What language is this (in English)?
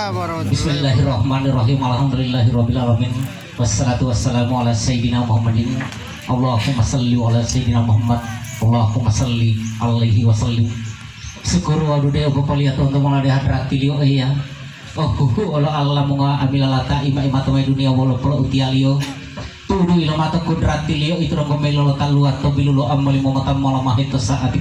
Gorontalo